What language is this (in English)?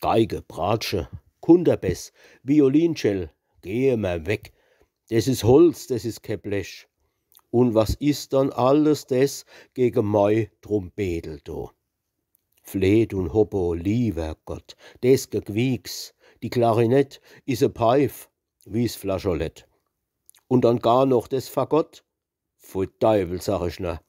Palatine German